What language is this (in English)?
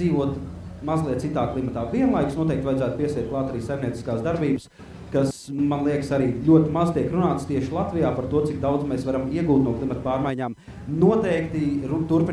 Latvian